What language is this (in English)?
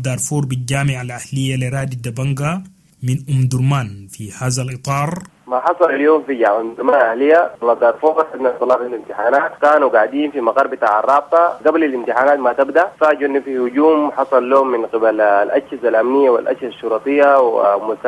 Sudanese Arabic